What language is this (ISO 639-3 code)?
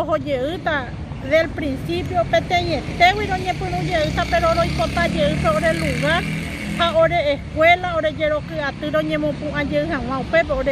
grn